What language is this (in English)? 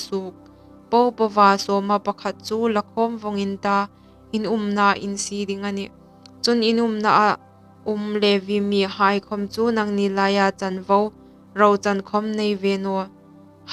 Hmar